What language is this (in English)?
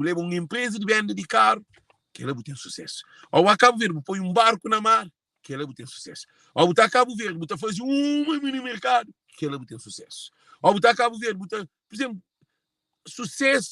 Kabuverdianu